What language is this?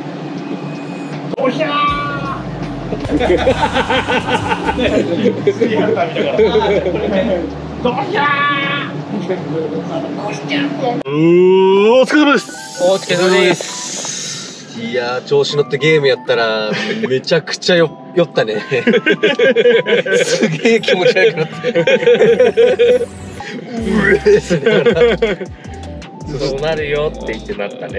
Japanese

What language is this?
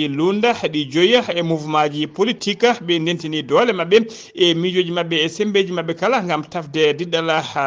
Fula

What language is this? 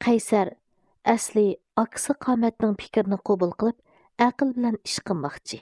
Uyghur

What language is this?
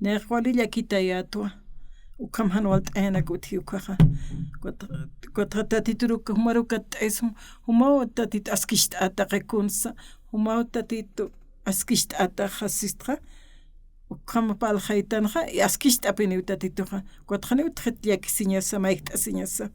Aymara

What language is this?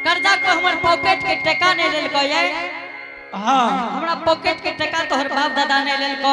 Angika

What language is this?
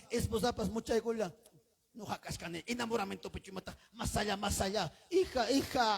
Ayacucho Quechua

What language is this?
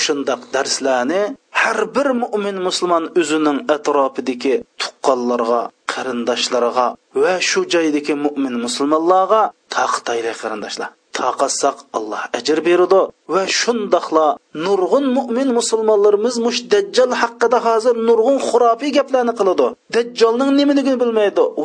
Uyghur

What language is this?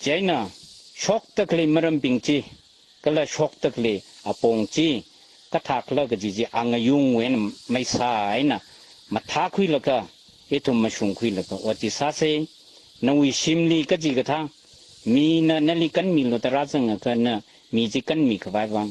Tangkhul Naga (India)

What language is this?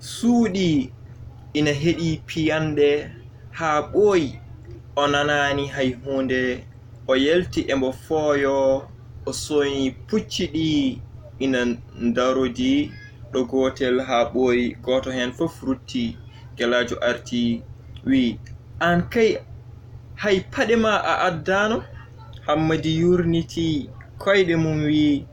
Fula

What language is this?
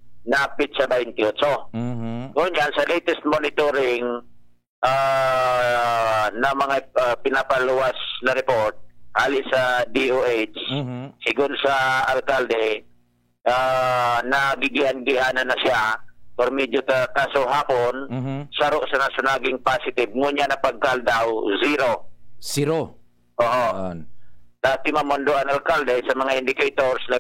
Bikol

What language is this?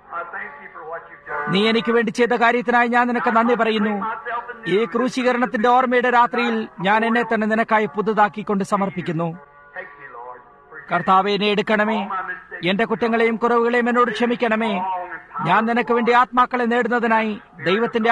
Malayalam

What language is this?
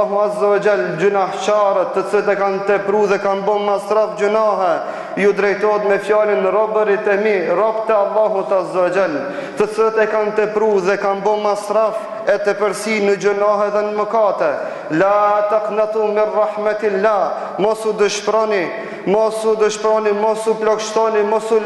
Albanian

